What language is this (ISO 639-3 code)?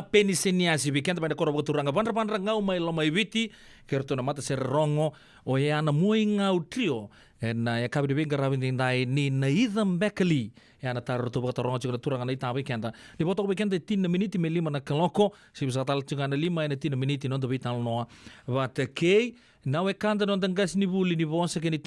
fij